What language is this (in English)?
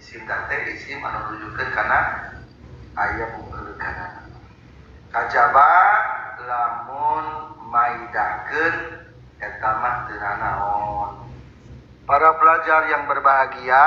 Sundanese